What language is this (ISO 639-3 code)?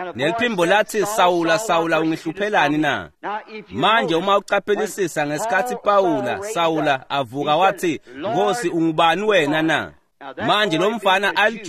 ssw